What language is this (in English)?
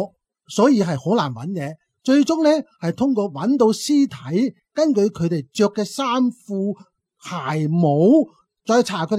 Cantonese